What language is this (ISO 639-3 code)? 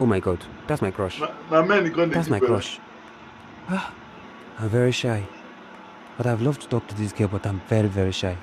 pcm